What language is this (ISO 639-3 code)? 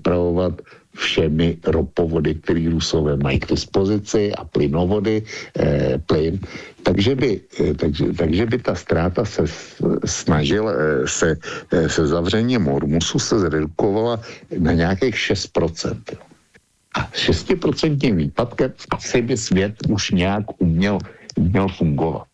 ces